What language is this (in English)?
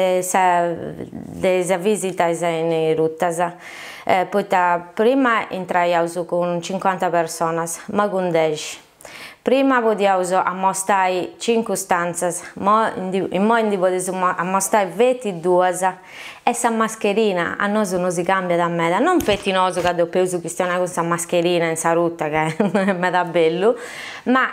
Sardinian